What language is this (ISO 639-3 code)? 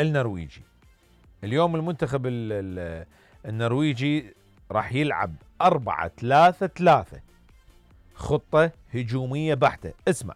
acm